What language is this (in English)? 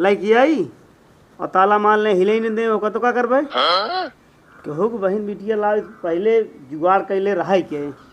Awadhi